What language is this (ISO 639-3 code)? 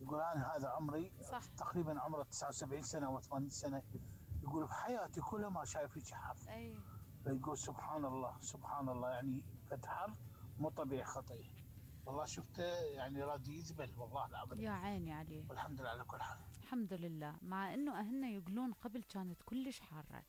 acm